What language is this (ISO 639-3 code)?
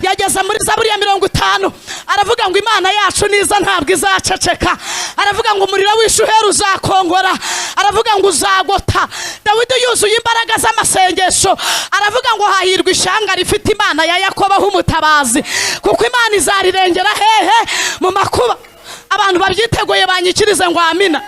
kin